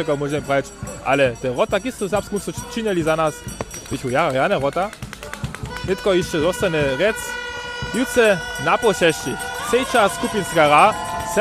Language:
Upper Sorbian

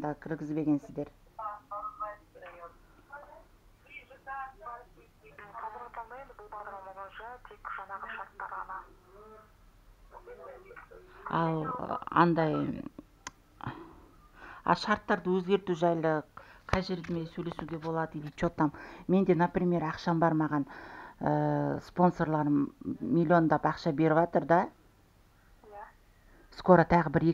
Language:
Kazakh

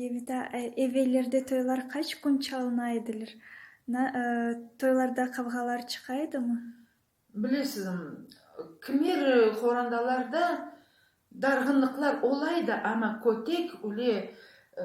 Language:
Crimean Tatar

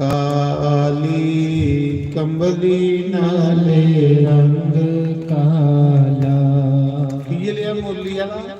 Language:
Dogri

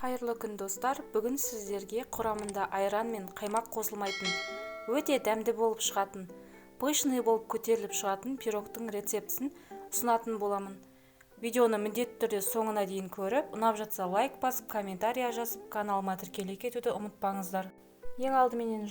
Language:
Kazakh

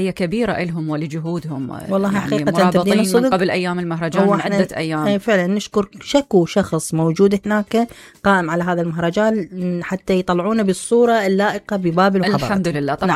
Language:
Mesopotamian Arabic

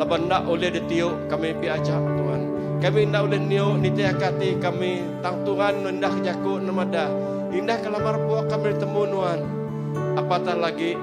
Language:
Iban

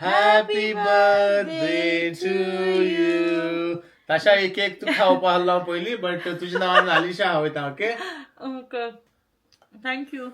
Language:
Konkani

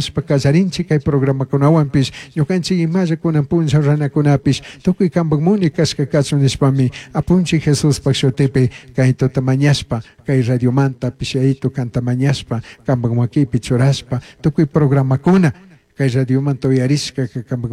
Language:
Chimborazo Highland Quichua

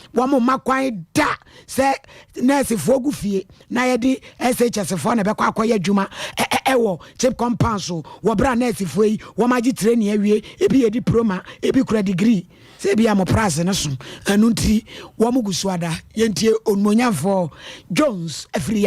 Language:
Akan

